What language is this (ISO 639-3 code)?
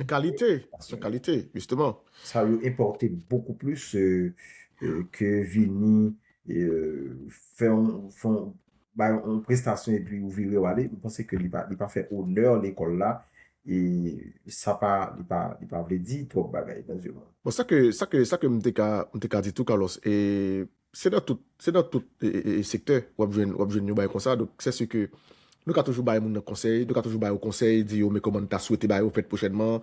hat